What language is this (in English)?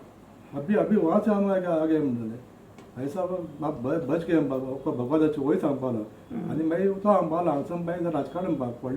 Konkani